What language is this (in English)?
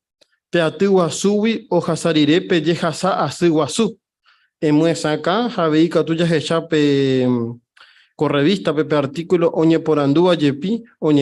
Guarani